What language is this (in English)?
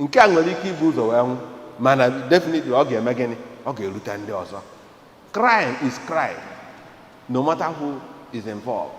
Igbo